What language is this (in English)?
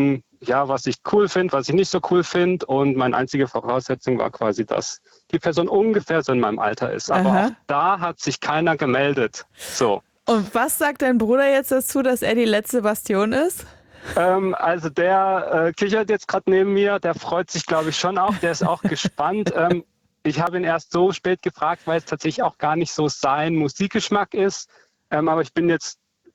German